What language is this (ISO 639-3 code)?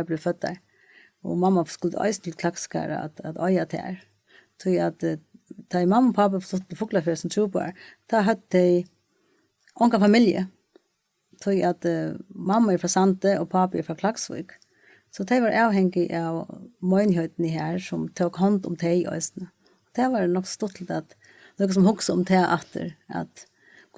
fao